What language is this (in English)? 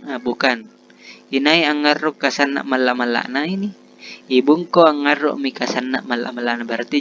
Makasar